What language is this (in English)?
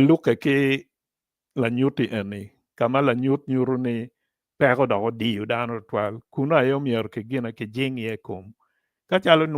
Acoli